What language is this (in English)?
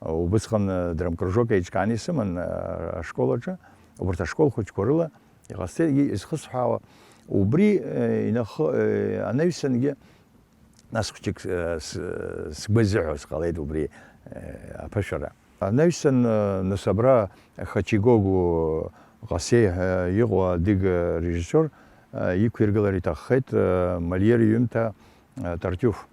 Abkhazian